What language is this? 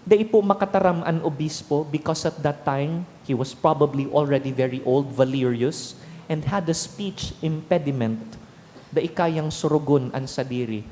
Bikol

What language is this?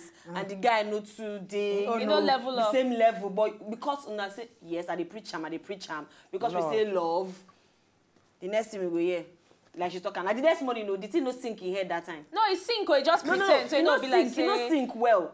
Nigerian Pidgin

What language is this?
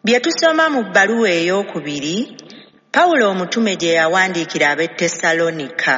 Ganda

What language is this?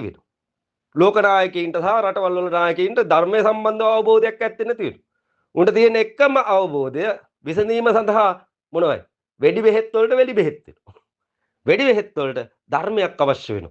Sinhala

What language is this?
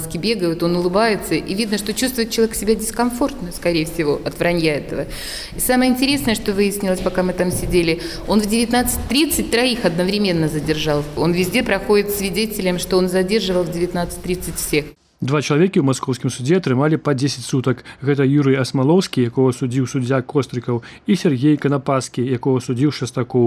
Belarusian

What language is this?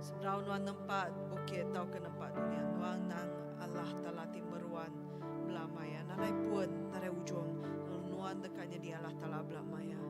Iban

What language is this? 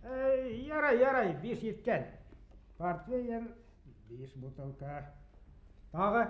Bashkir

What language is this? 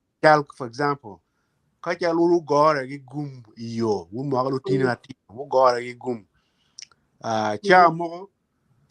Acoli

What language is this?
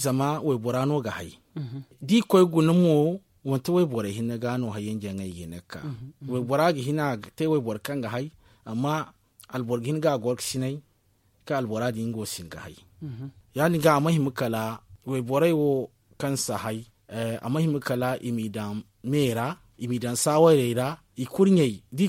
Zarma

